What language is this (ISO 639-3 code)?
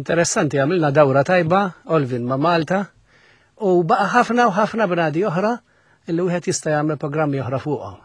mlt